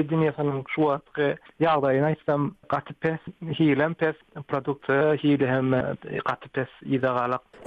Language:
Turkmen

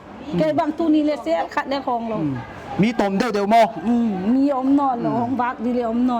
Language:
Paite Chin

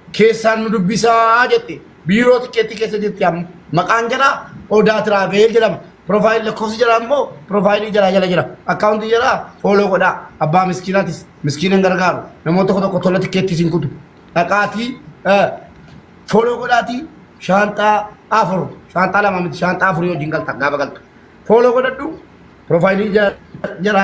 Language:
Oromo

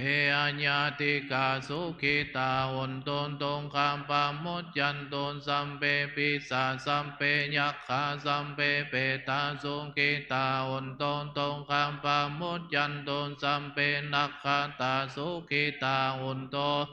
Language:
Pali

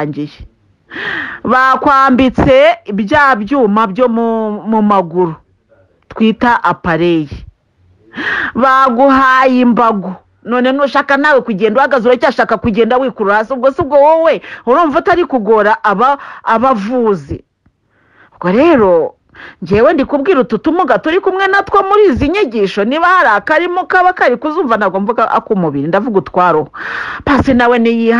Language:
Kinyarwanda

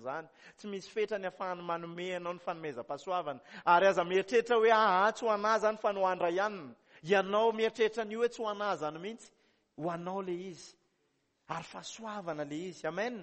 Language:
Malagasy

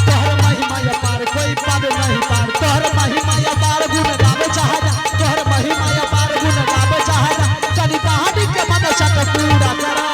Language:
Angika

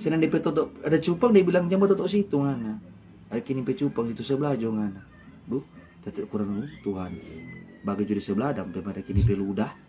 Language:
Manado Malay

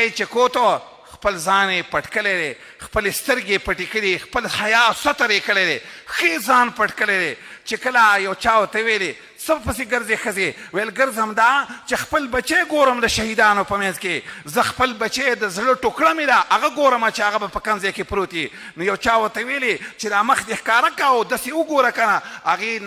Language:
Pashto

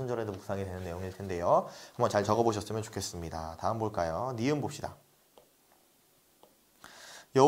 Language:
Korean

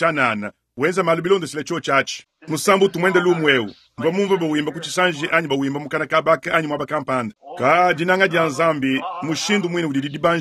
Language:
Luba-Lulua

